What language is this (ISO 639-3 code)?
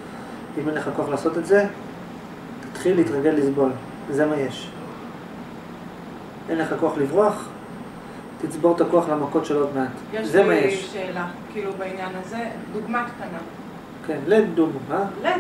heb